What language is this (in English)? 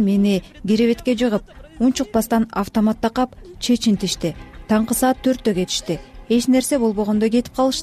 Kyrgyz